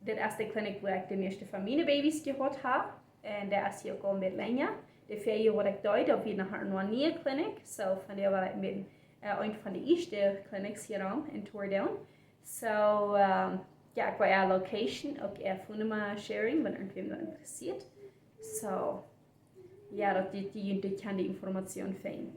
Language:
Plautdietsch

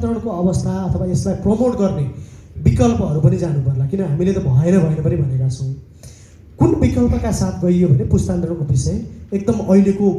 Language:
Nepali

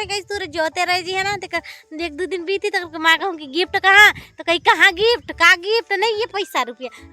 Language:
Chhattisgarhi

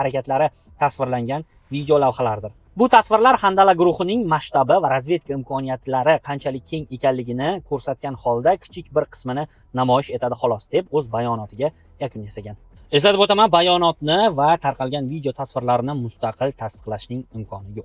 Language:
Uzbek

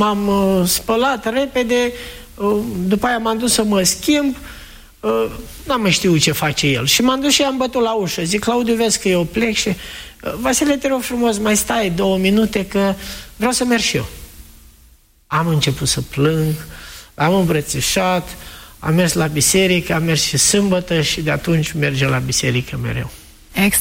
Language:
Romanian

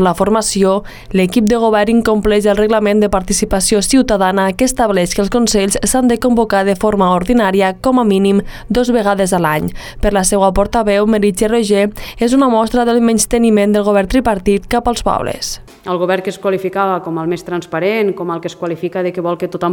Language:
Catalan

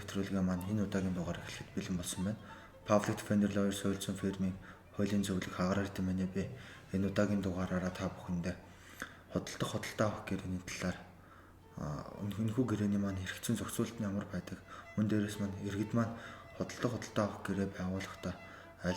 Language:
Mongolian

